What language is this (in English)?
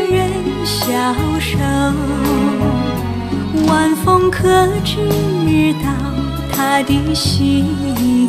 Chinese